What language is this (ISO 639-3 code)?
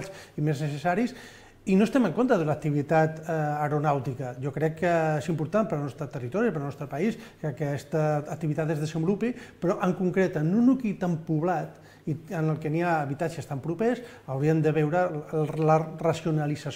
cat